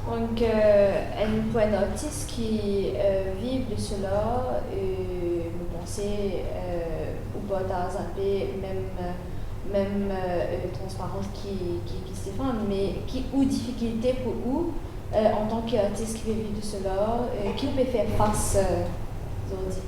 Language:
Morisyen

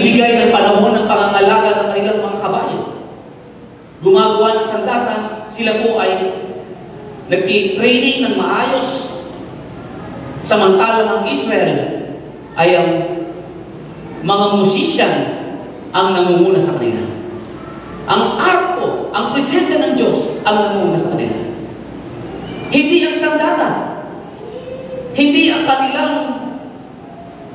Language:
Filipino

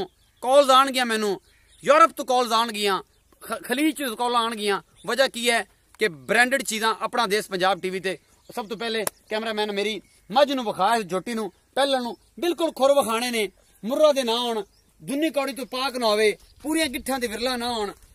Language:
Punjabi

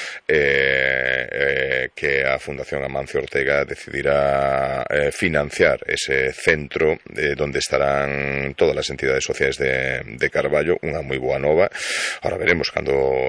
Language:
Galician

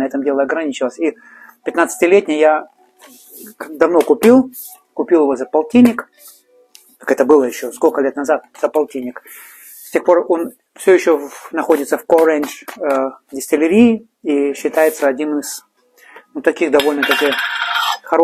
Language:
Russian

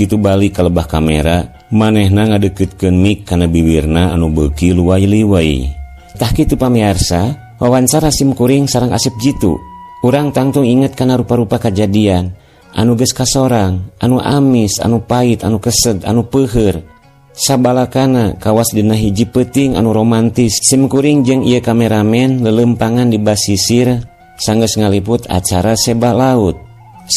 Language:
Sundanese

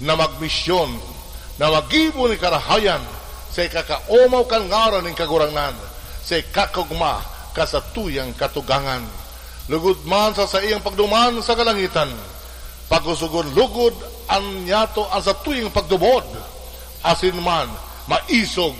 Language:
Bikol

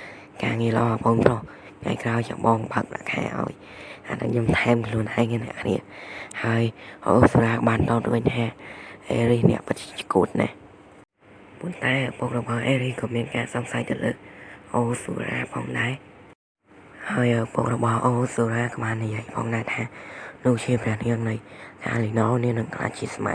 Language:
Khmer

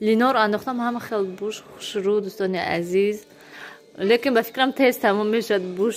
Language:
Tajik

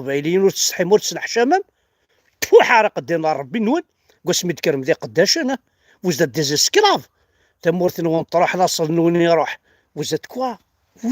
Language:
Kabyle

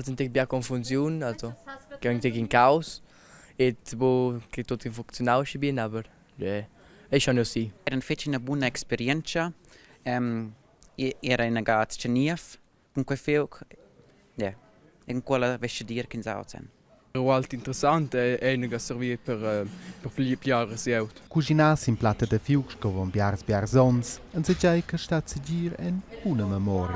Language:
Romansh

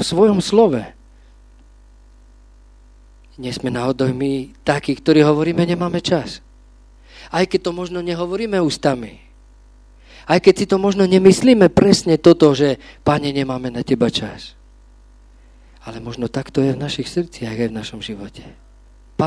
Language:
Slovak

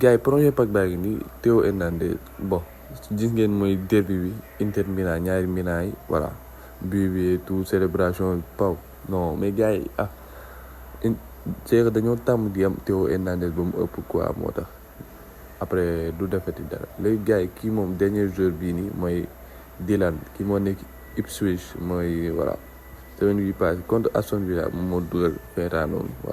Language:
Wolof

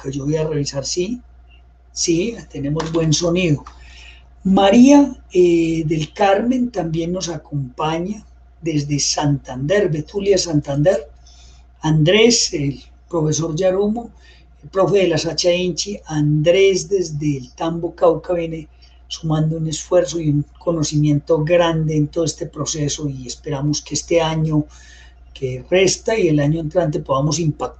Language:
Spanish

